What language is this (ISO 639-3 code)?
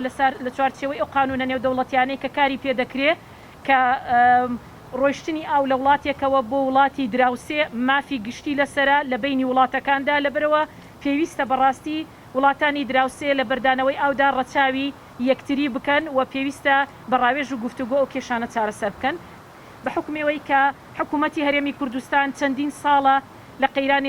ckb